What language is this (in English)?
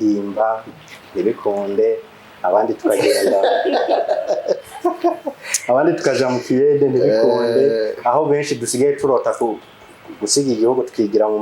Rundi